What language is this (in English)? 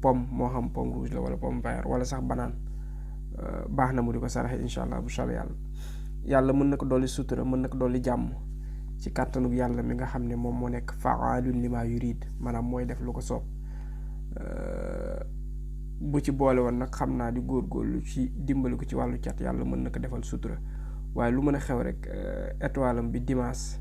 Wolof